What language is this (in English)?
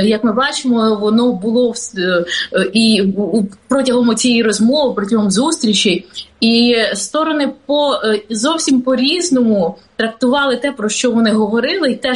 Ukrainian